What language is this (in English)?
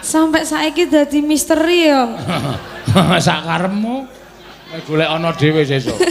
Javanese